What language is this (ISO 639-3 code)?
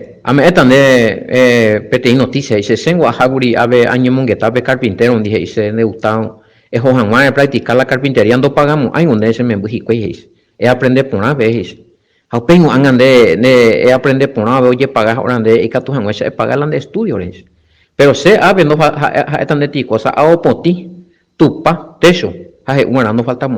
grn